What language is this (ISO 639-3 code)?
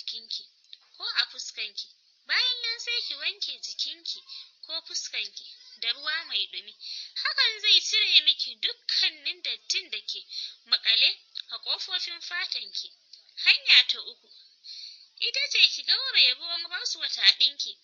hau